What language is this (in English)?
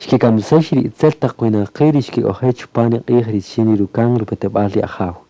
Kaqchikel